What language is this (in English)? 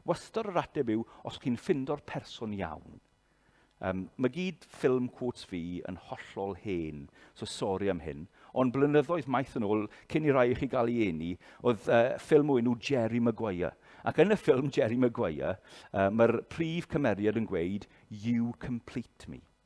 Welsh